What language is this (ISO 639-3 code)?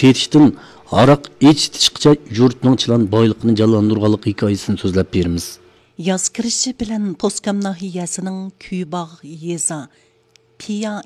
uig